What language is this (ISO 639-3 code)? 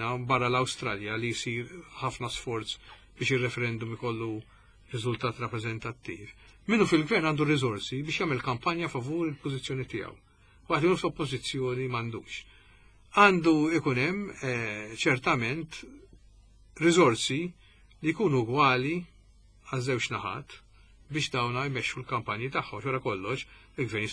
mlt